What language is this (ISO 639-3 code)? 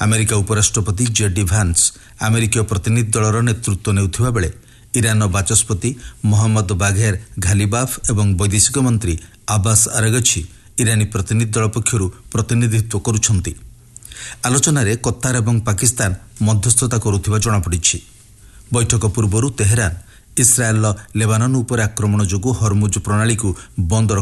ori